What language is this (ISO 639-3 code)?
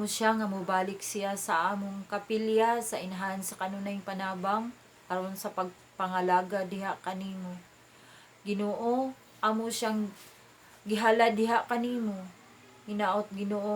ceb